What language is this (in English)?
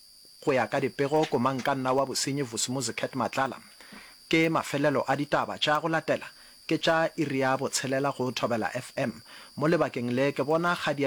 Northern Sotho